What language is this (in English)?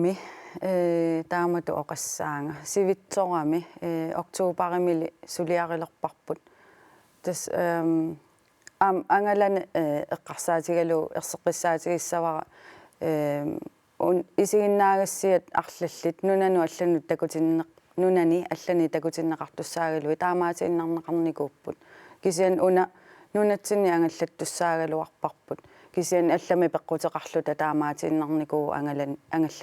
Kalaallisut